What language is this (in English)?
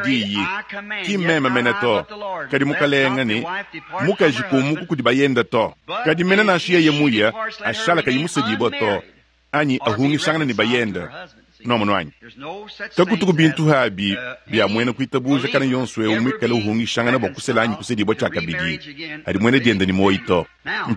Luba-Lulua